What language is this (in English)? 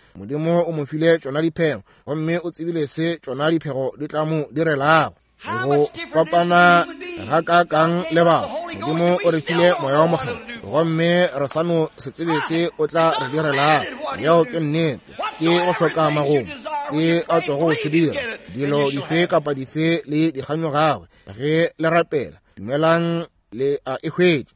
Northern Sotho